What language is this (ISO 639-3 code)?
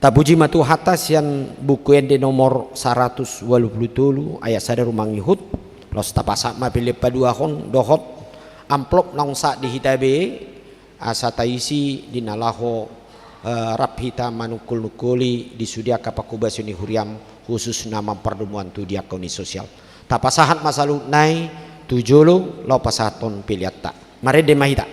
bbc